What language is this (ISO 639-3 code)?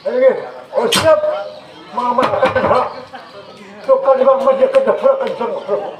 bjn